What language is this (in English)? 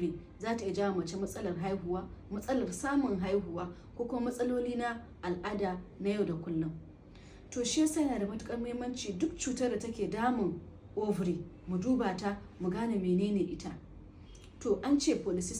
Hausa